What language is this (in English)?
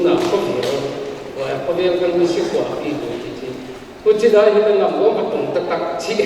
Paite Chin